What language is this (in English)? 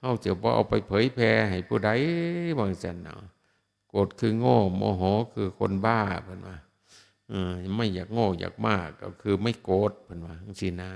Northeastern Thai